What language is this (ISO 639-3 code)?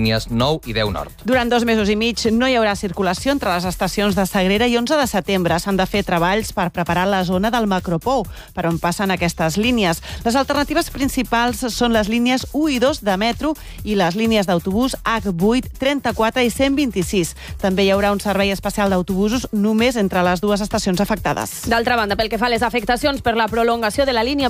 cat